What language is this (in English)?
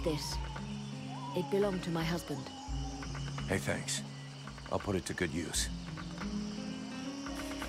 Russian